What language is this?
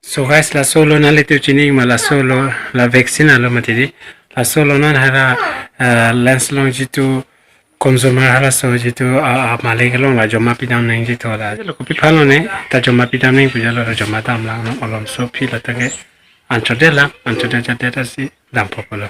Karbi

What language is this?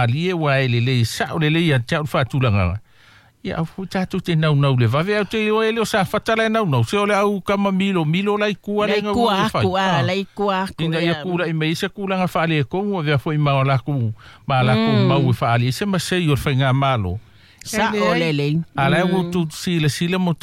Samoan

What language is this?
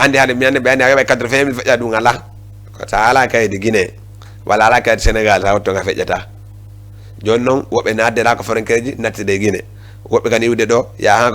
Fula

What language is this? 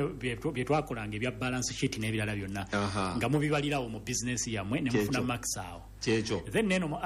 Ganda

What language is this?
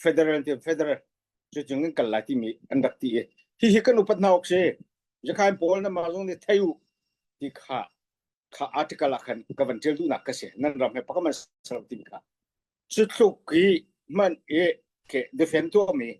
Hakha Chin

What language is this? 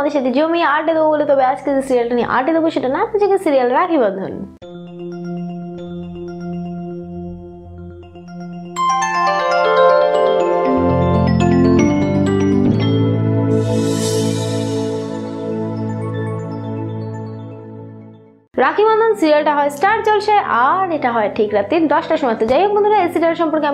Bangla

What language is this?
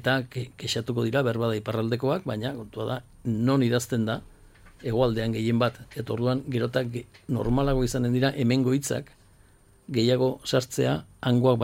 Basque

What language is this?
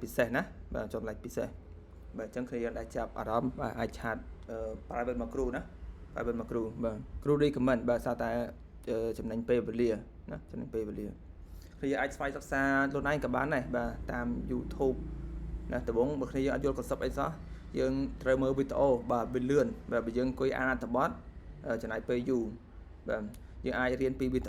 Khmer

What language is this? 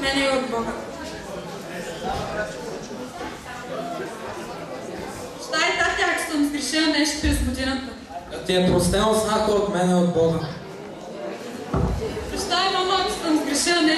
Bulgarian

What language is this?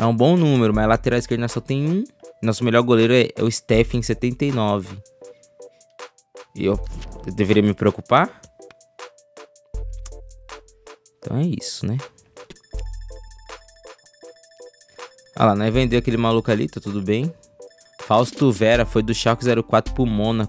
Portuguese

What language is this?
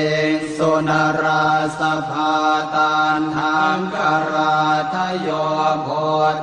Pali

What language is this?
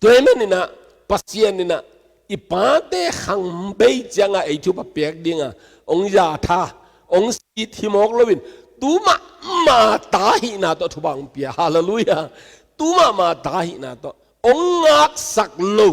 Tedim Chin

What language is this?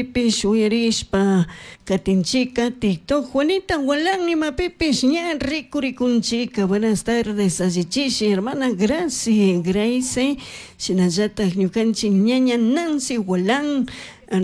Chimborazo Highland Quichua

